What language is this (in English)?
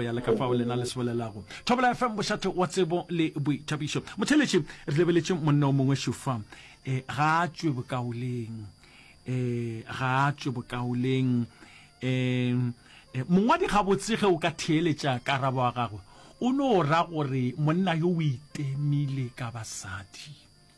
Northern Sotho